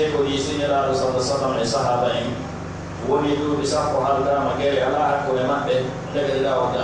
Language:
Pular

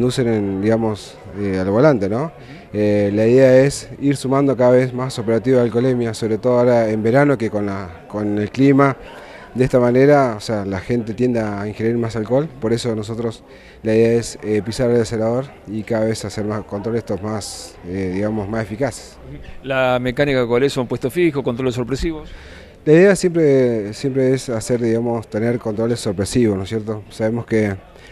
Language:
Spanish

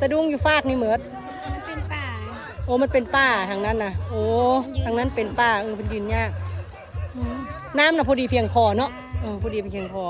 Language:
Northeastern Thai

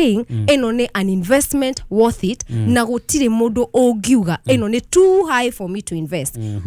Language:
Kikuyu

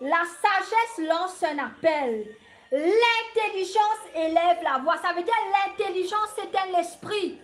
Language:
Morisyen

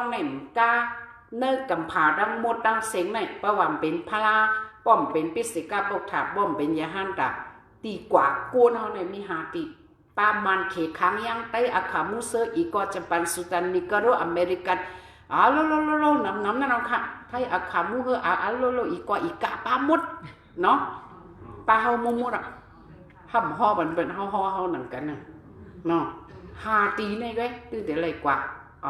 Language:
Shan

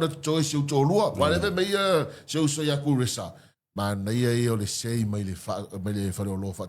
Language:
Samoan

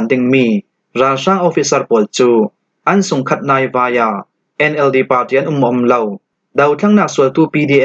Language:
Falam Chin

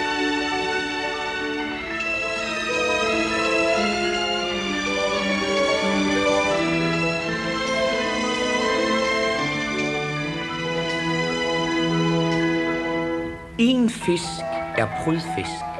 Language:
Danish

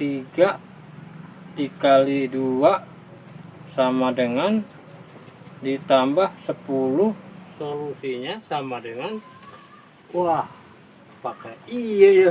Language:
Betawi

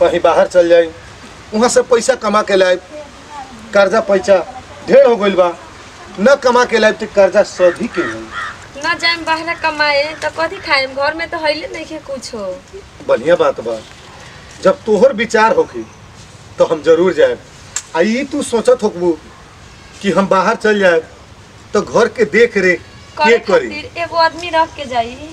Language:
Bhojpuri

